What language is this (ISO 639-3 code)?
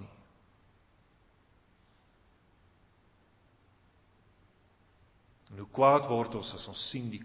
afr